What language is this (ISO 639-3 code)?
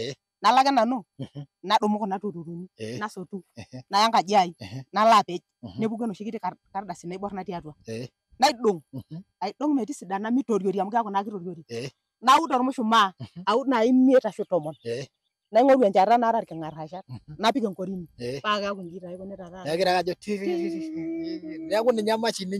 mas